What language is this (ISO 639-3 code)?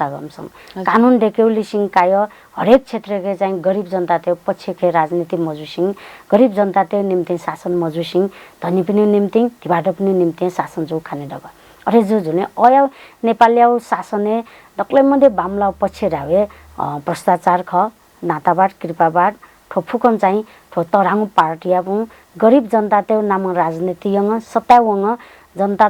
new